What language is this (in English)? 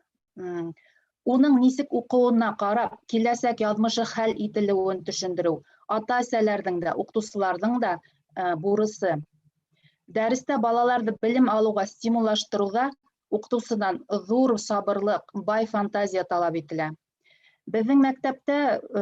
Bashkir